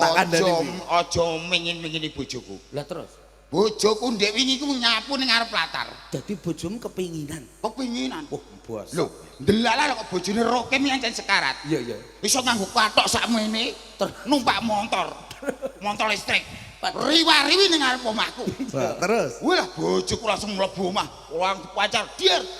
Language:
Javanese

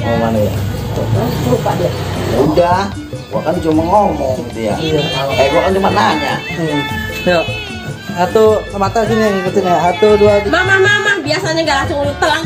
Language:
Betawi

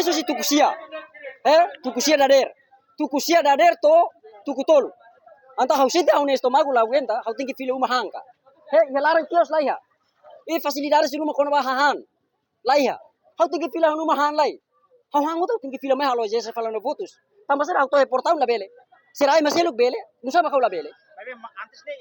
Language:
Tetum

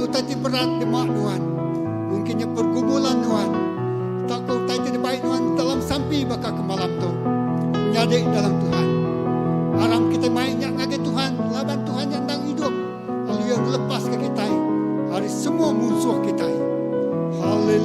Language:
Iban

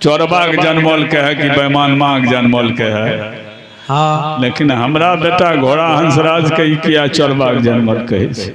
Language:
Maithili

